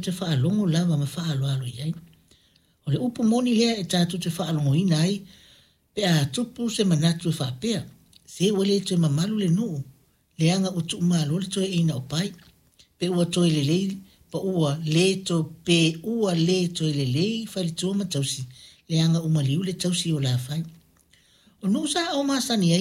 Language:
Samoan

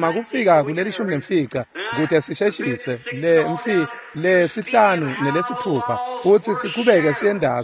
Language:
Swati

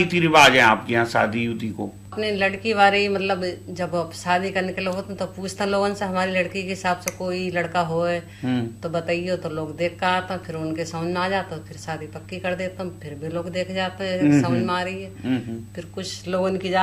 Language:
Hindi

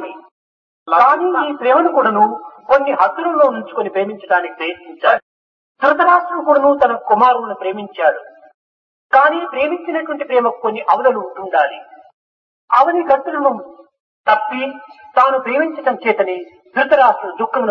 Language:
Telugu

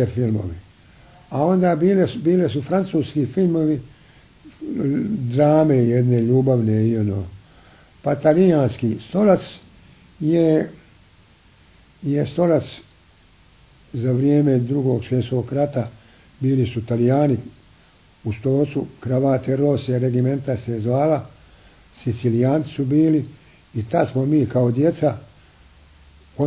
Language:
Croatian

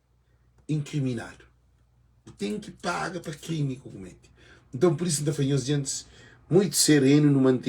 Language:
Kabuverdianu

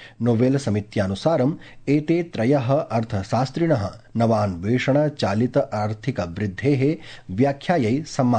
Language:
Sanskrit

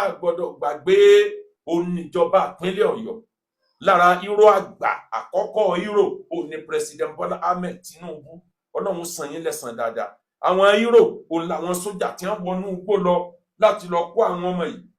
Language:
Yoruba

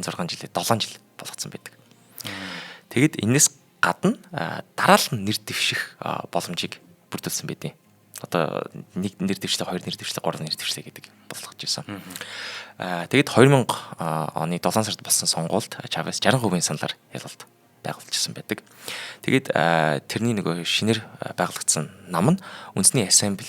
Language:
Mongolian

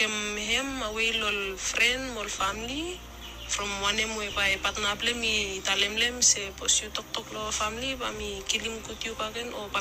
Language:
Bislama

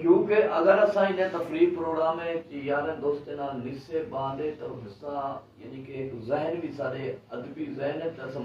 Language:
Saraiki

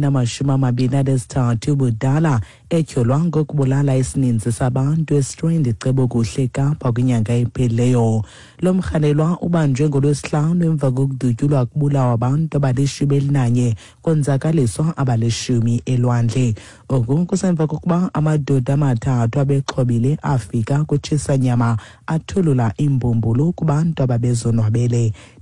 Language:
Xhosa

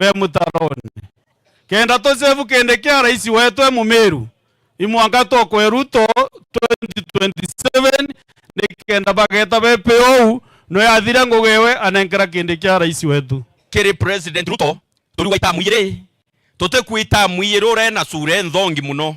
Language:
Meru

